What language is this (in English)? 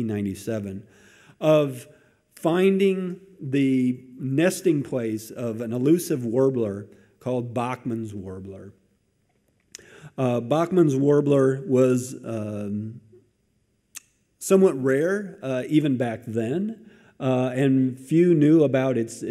English